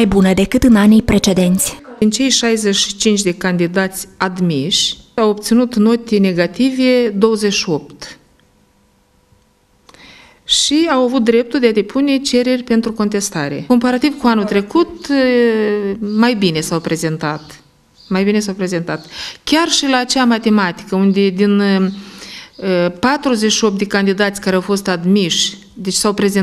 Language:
Romanian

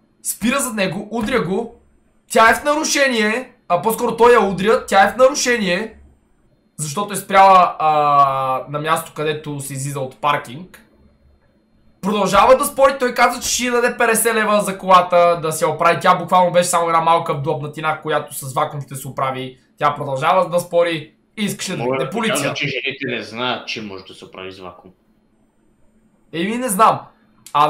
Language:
Bulgarian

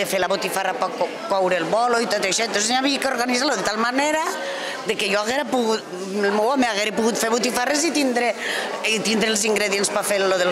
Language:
Catalan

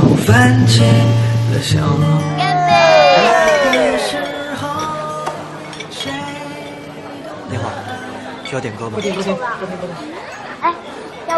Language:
Chinese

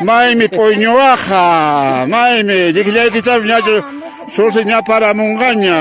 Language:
Quechua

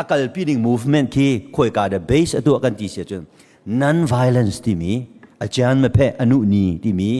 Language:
Hakha Chin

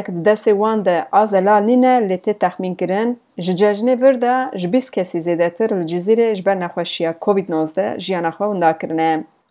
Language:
Kurdish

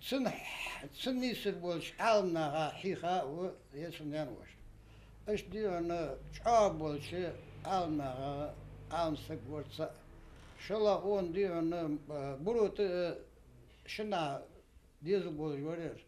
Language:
Ingush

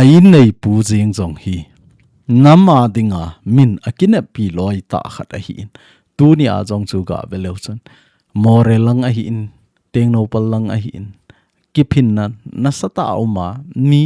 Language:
Thado Chin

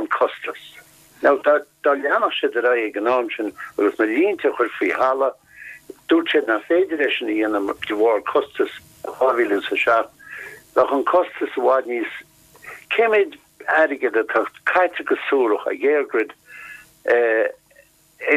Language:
Irish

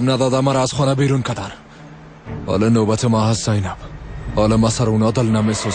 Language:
Persian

